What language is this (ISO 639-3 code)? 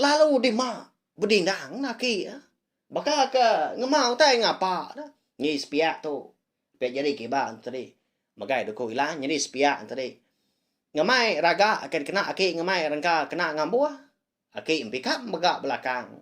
iba